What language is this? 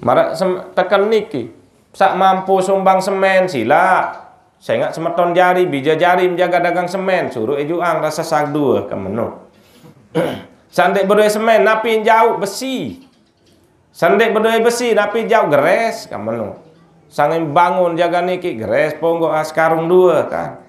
Sasak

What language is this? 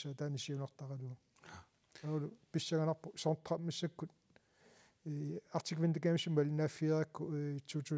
Kalaallisut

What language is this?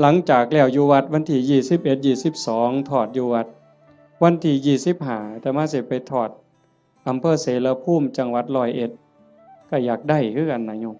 Northeastern Thai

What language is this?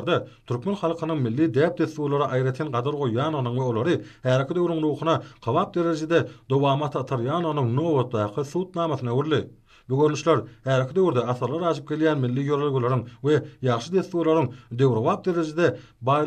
Turkmen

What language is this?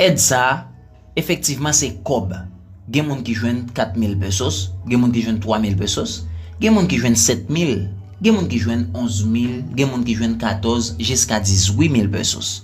Haitian Creole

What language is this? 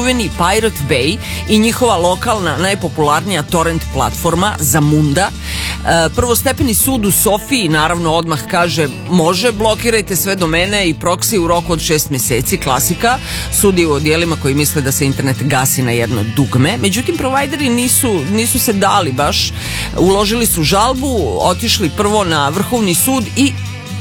Serbian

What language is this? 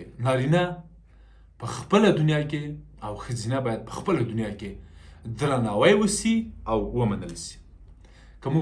Pashto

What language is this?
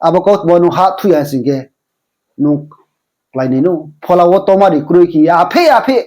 Riang (India)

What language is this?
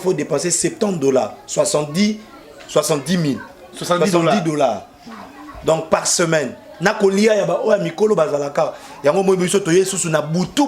Lingala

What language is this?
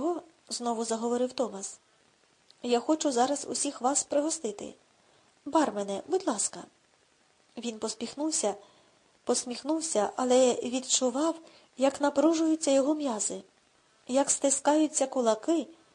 Ukrainian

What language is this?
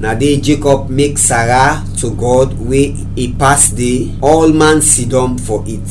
Krio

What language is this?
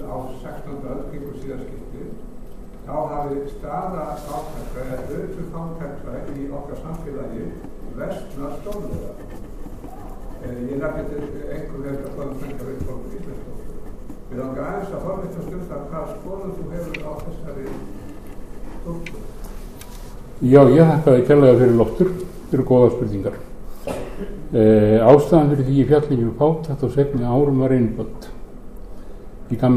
Icelandic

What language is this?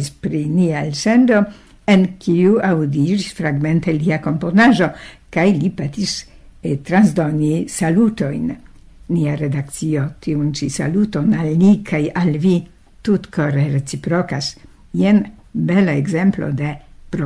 Esperanto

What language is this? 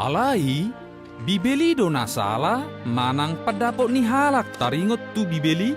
Batak Toba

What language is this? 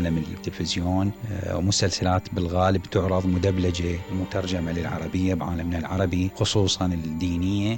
Mesopotamian Arabic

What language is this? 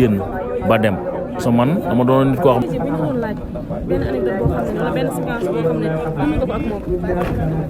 Wolof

